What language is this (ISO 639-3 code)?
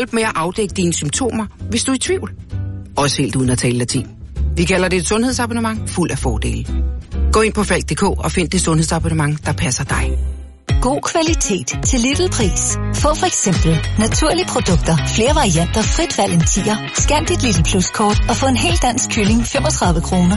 dan